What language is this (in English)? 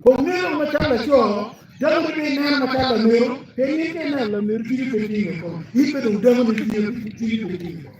Acoli